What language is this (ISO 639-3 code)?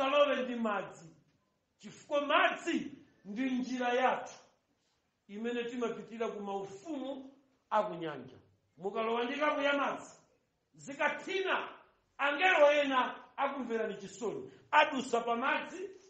nya